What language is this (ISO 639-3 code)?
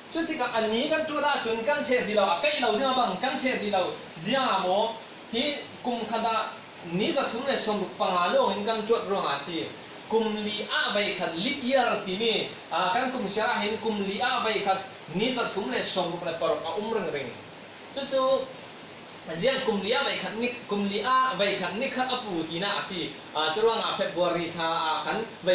cfm